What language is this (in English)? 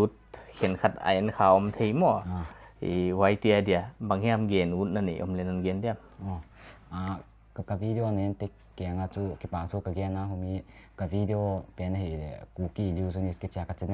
Paite Chin